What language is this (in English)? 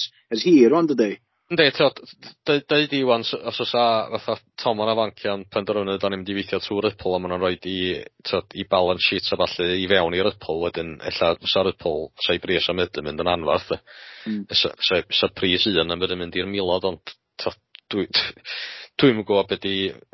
Welsh